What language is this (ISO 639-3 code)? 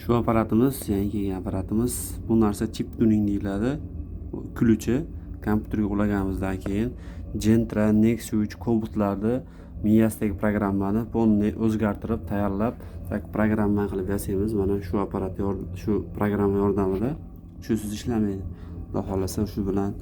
uzb